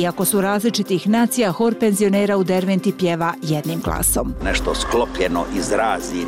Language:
Bosnian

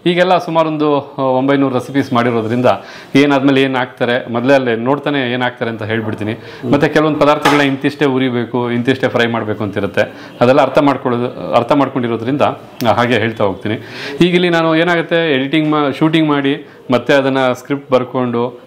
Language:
Kannada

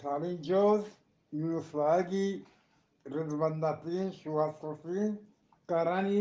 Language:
Eastern Balochi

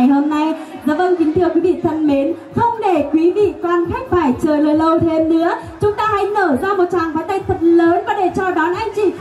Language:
Vietnamese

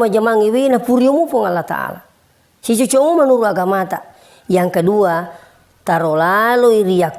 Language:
Buginese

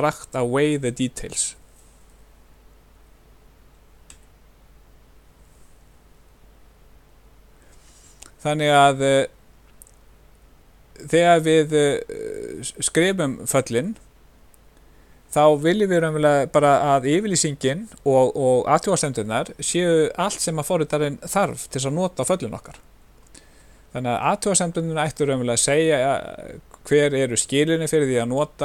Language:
Icelandic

